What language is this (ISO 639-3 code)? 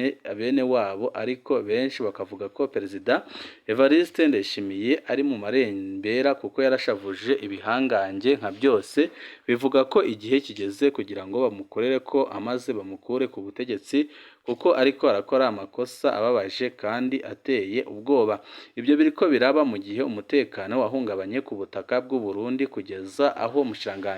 run